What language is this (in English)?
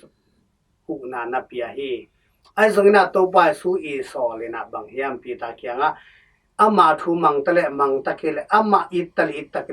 Tedim Chin